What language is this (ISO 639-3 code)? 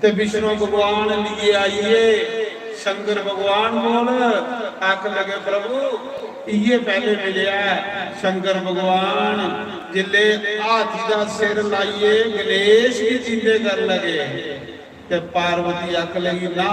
doi